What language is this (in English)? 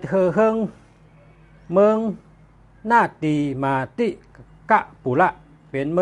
Shan